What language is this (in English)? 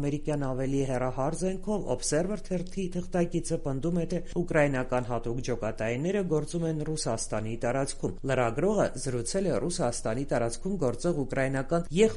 Armenian